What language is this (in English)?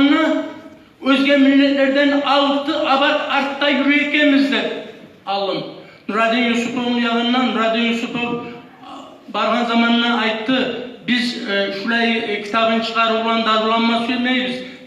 Kumyk